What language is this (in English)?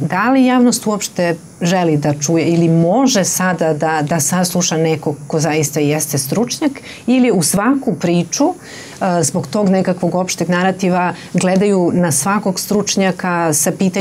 Serbian